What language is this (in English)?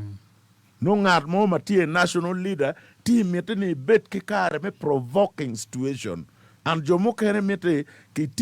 Acoli